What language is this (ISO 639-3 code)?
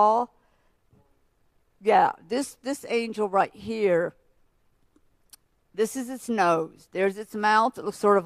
eng